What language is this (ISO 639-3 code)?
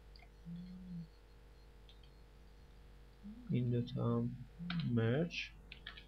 fas